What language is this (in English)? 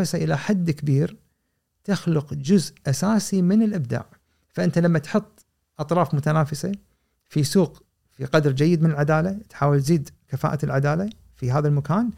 Gulf Arabic